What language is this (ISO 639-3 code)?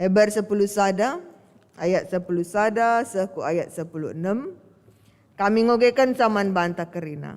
btx